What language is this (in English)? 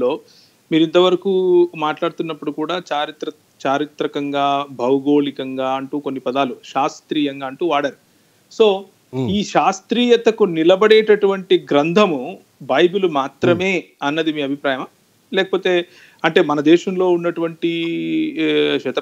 Telugu